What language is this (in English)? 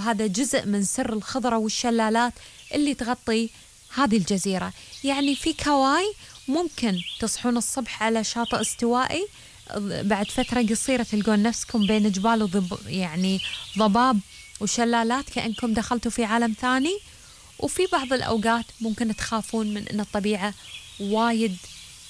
Gulf Arabic